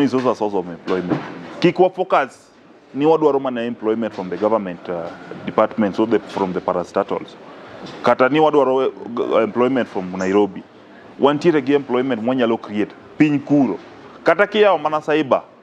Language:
Luo (Kenya and Tanzania)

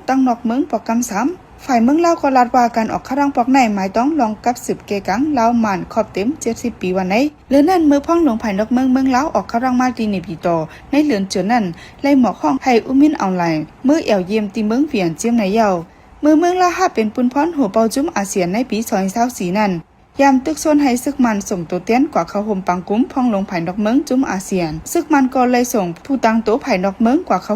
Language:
Shan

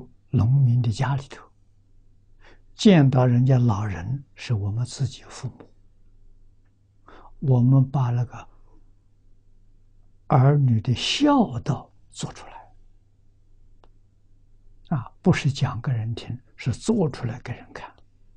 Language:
Chinese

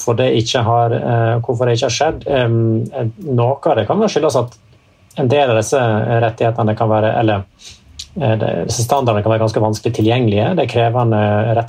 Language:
Norwegian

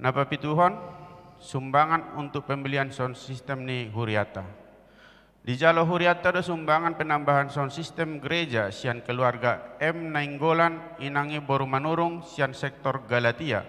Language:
Batak Toba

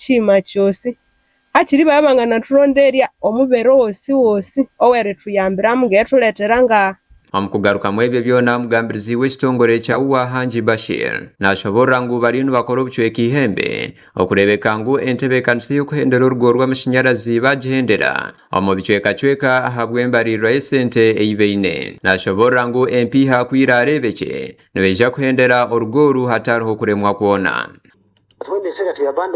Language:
Nyankole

